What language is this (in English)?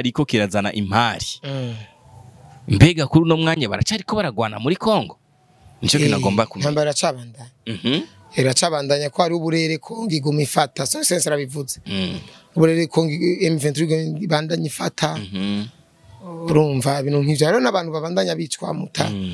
Rundi